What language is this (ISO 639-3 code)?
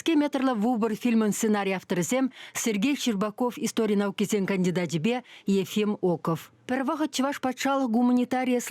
chv